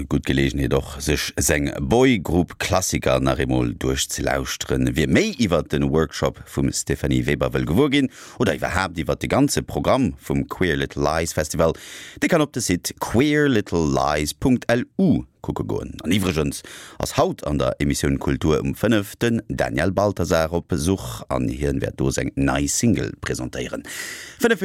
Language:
Luxembourgish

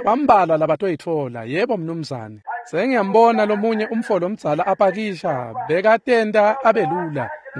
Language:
Swati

